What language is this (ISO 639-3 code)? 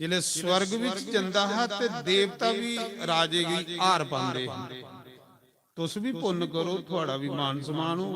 doi